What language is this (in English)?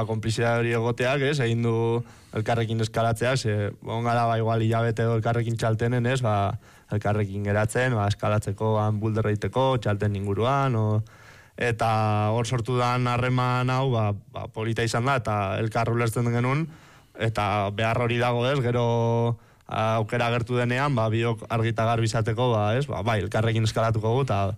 Basque